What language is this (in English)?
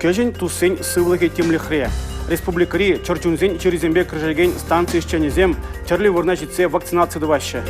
Chuvash